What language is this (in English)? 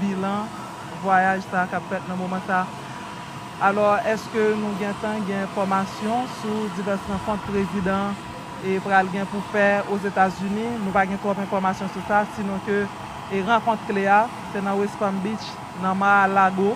Haitian Creole